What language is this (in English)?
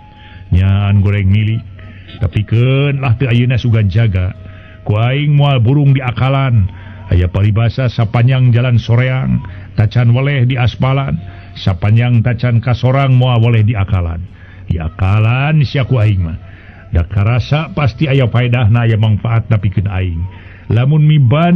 Sundanese